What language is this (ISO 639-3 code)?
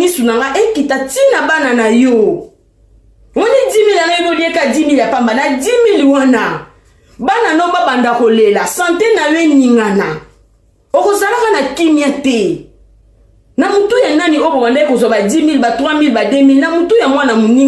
lin